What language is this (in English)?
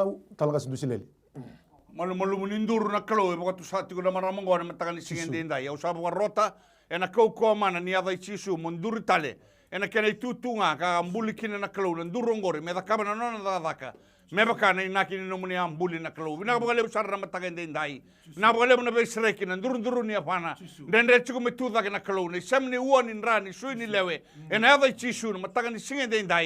Fijian